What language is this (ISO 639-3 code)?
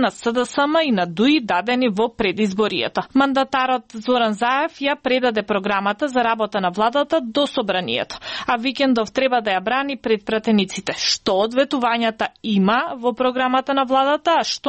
mkd